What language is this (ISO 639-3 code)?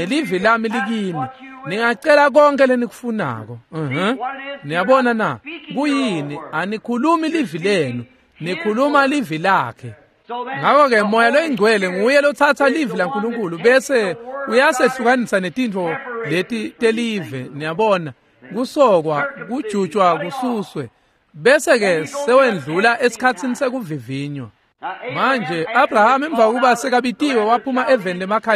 ssw